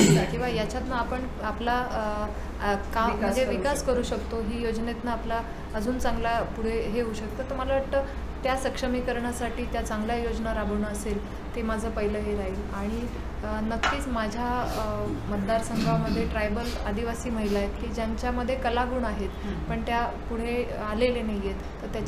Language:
Marathi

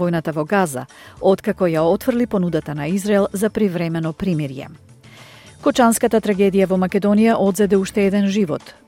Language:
Macedonian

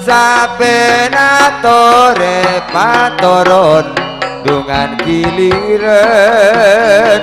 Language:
Madurese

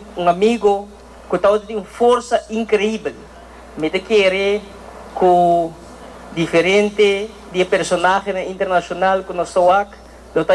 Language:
Papiamento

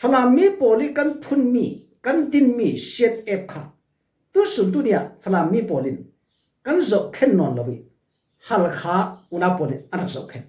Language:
Falam Chin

